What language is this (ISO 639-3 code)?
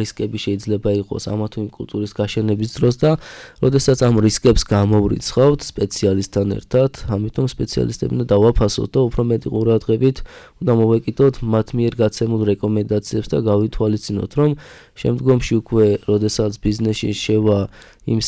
kat